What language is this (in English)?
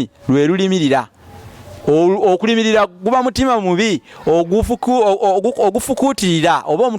Ganda